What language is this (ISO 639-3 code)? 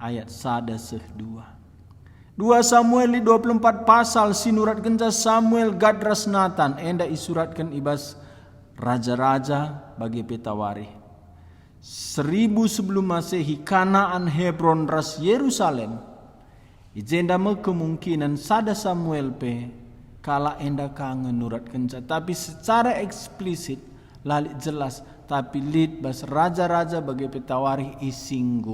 btx